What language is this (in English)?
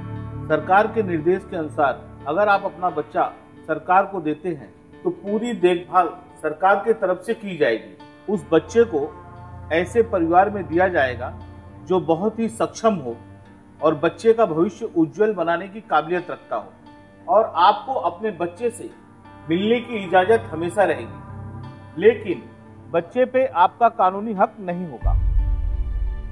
Hindi